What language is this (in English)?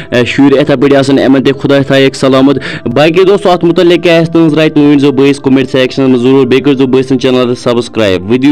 Kashmiri